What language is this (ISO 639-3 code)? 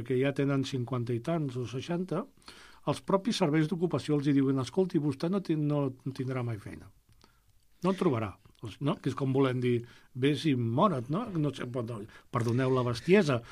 cat